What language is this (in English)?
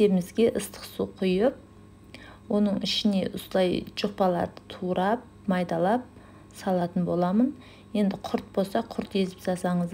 Kazakh